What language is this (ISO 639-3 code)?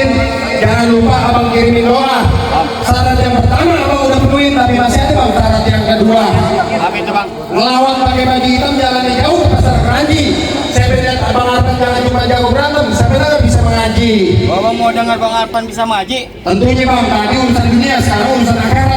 bew